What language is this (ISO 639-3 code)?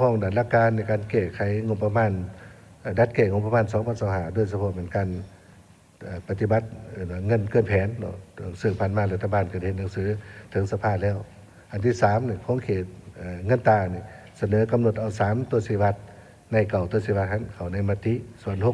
lao